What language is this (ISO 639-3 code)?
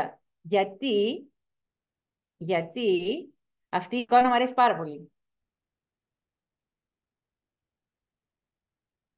ell